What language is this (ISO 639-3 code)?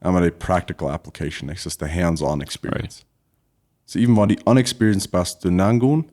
pdt